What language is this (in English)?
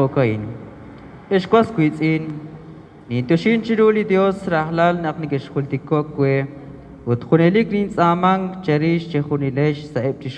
Kekchí